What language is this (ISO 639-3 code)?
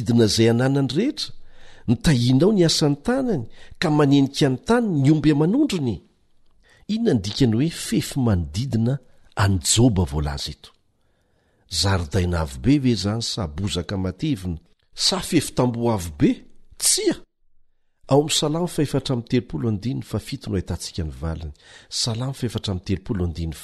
mlg